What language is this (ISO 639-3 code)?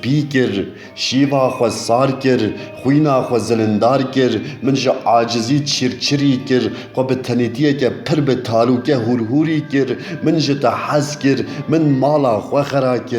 kur